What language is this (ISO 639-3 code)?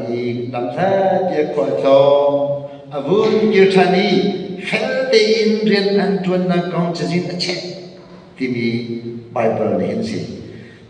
cnh